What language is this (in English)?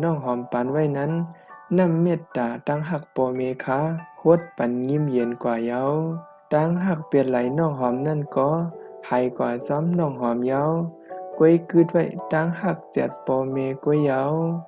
Shan